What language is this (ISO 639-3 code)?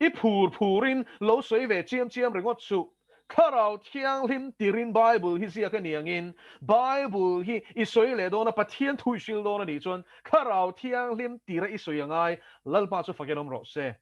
lus